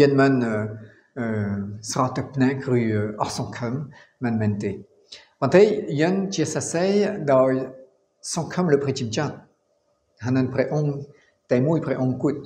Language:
Khmer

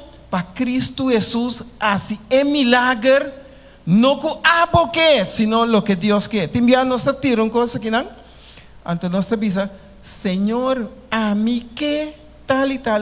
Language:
Papiamento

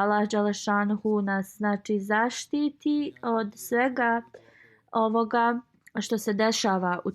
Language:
Bosnian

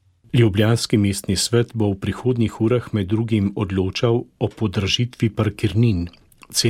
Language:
Slovenian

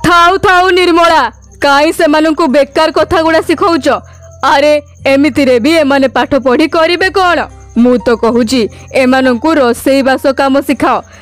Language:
Odia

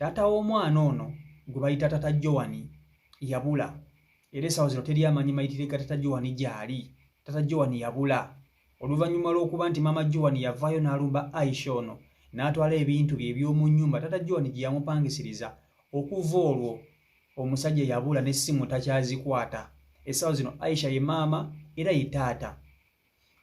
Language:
Ganda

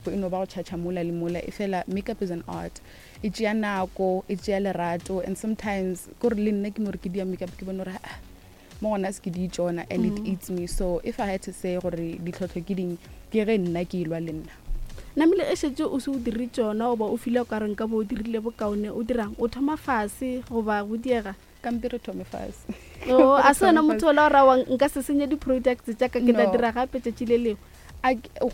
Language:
Northern Sotho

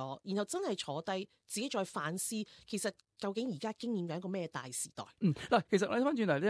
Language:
Cantonese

